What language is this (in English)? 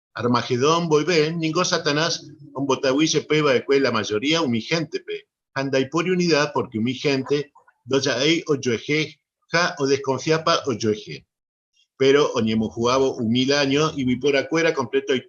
Guarani